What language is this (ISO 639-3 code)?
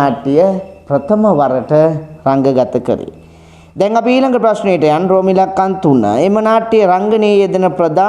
sin